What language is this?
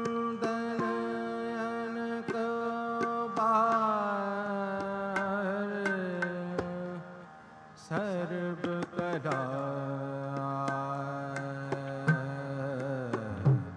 Punjabi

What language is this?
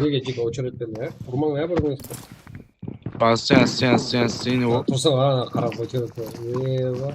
Kara-Kalpak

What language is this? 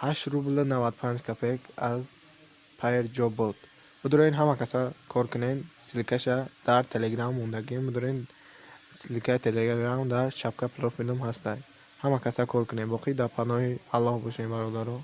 Tajik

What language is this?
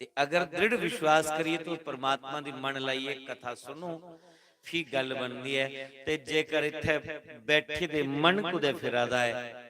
Dogri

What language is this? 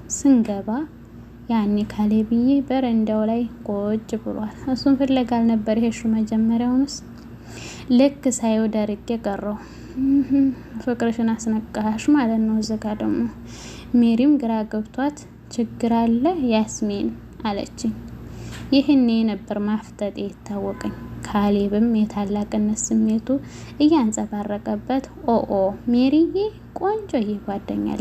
Amharic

